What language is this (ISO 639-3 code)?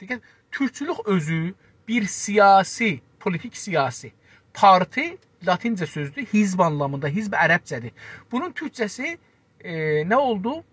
azb